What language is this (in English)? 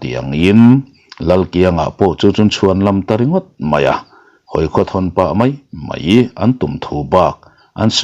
Mizo